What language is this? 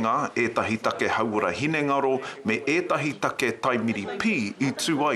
Māori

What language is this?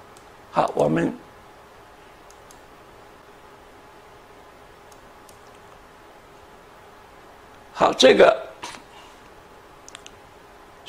Chinese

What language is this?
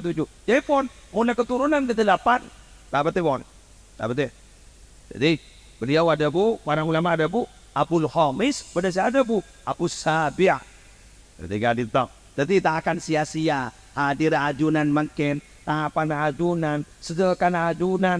Madurese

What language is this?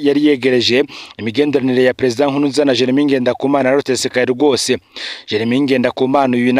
Rundi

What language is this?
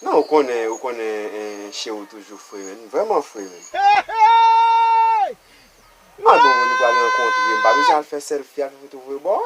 Haitian Creole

